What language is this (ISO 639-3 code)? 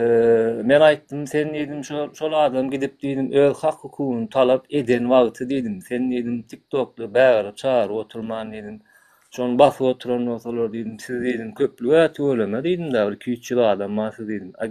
tuk